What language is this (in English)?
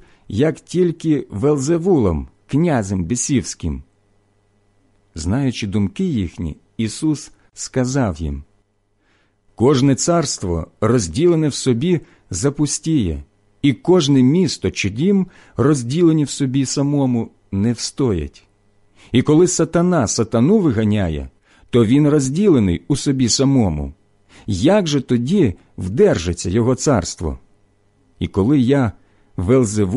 Ukrainian